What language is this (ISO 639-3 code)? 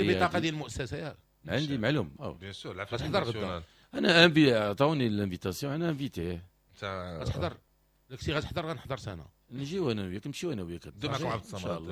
ary